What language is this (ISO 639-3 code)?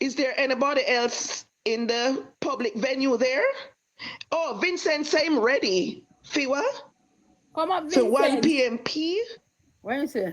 jam